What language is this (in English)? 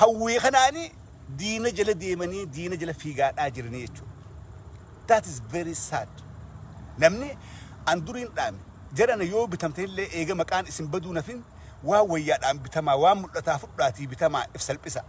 Oromo